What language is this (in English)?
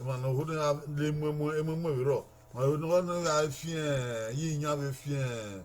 Bini